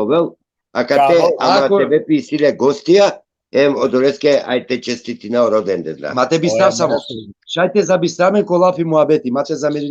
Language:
Balkan Romani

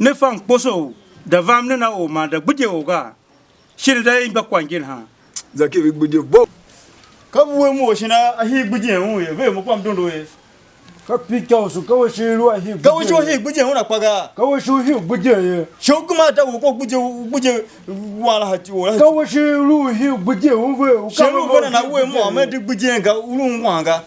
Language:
Tiv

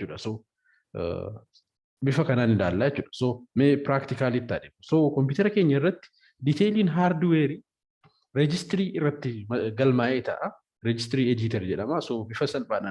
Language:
Oromo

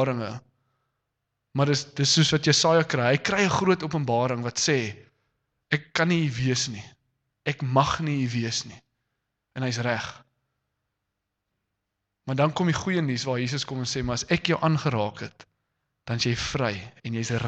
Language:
Afrikaans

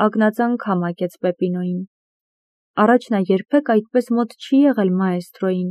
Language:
Armenian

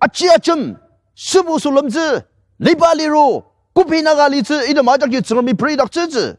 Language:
Ao Naga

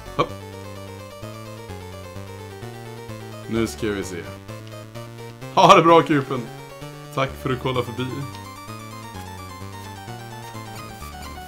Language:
Swedish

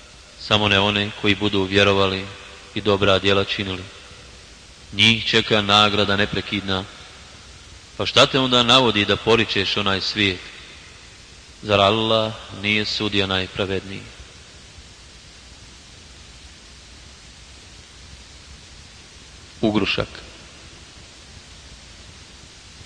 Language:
Bosnian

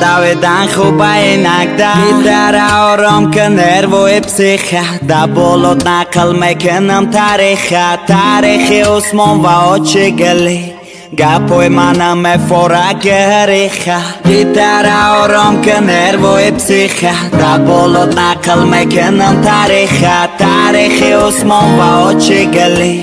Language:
Tajik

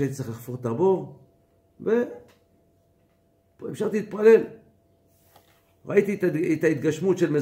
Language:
Hebrew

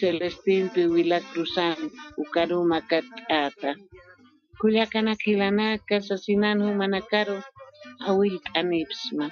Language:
Aymara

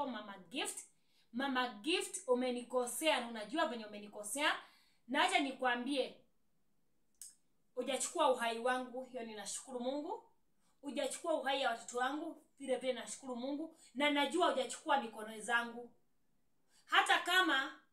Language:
Swahili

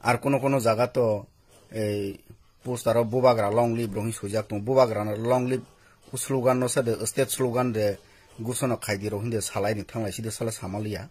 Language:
Riang (India)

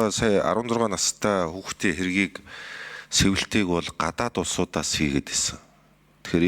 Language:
Mongolian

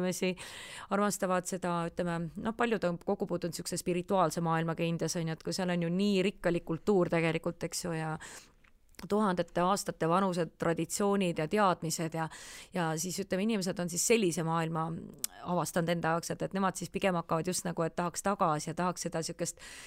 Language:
Estonian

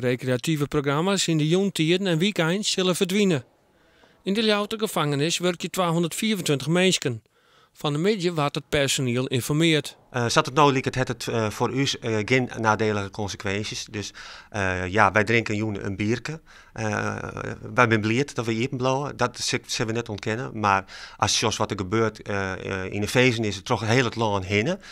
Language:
Western Frisian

